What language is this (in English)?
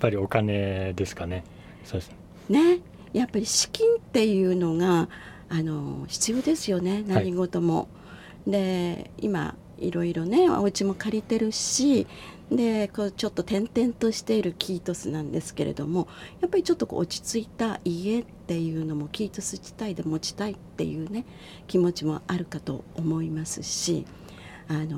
Japanese